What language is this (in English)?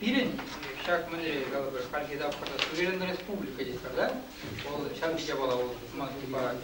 Chuvash